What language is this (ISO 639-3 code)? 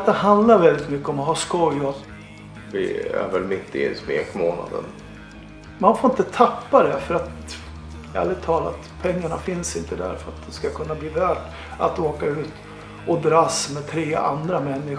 swe